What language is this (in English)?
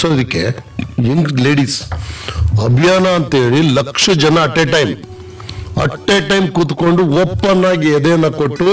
Kannada